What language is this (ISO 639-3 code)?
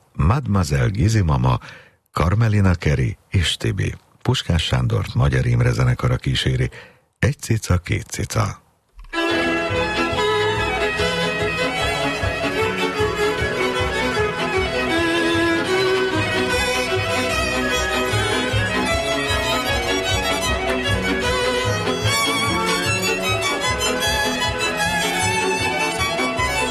hun